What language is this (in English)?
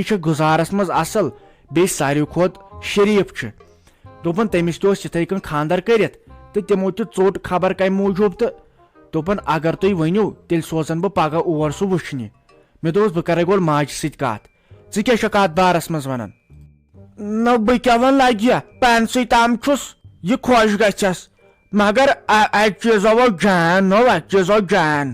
Kashmiri